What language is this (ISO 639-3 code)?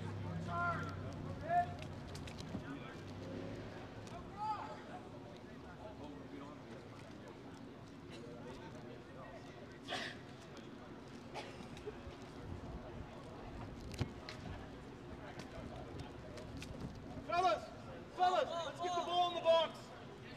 eng